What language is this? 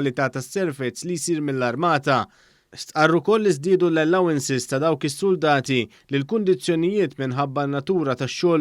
Maltese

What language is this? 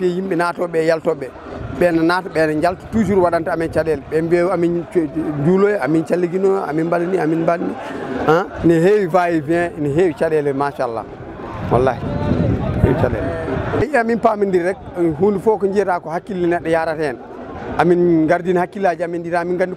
Fula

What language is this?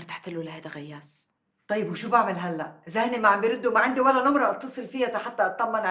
North Levantine Arabic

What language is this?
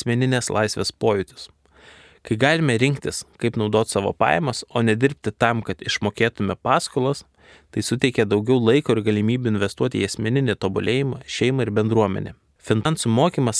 Lithuanian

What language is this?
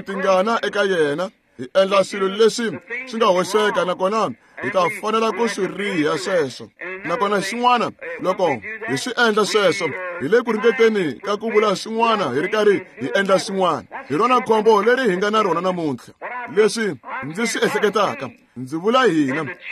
Tsonga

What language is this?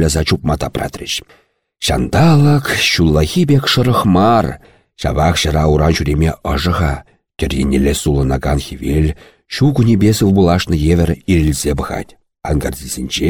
Chuvash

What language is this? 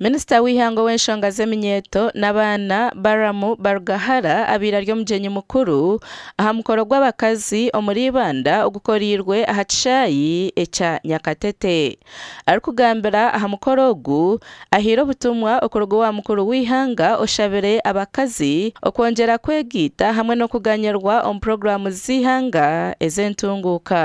Nyankole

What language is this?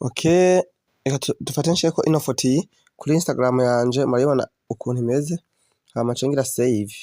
Rundi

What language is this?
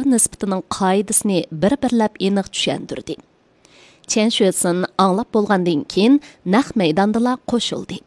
Uyghur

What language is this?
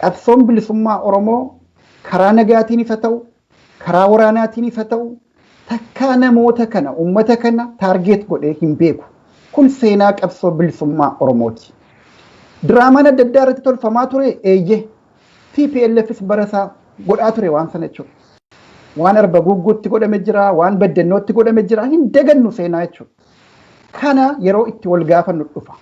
Oromo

